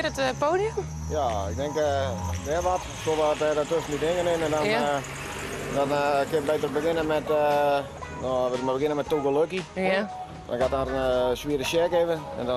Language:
Western Frisian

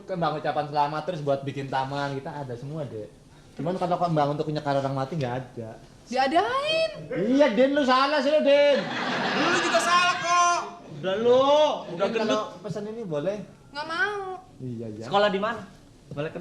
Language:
Betawi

